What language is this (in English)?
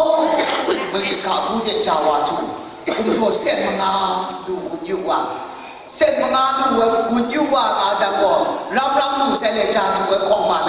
Kachin